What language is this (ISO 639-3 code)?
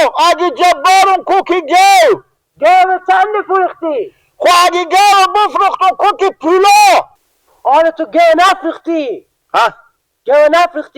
fas